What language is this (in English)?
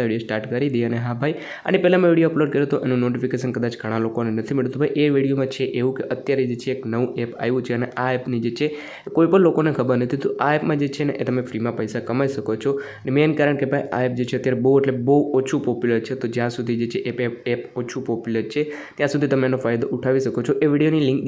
Gujarati